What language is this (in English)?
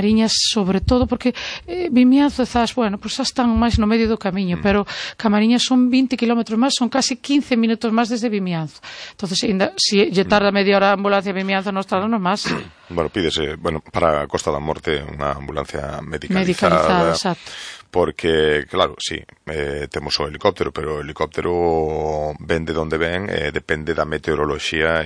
Galician